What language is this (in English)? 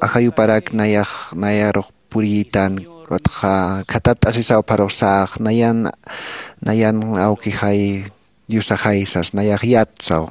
Aymara